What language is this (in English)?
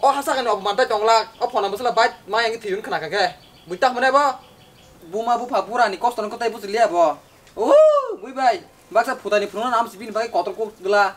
Kok Borok